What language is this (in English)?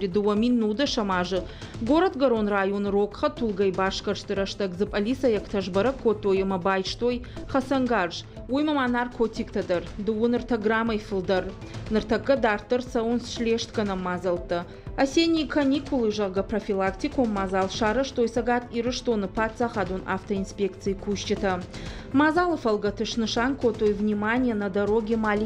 Ossetic